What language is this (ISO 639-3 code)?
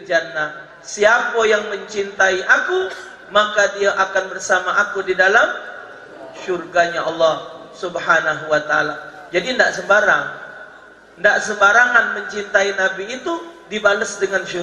mui